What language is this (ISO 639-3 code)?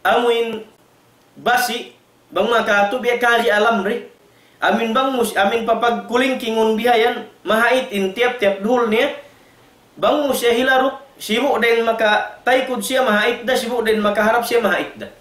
tsg